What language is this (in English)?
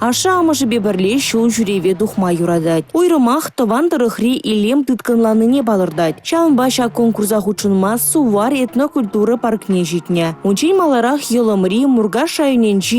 Chuvash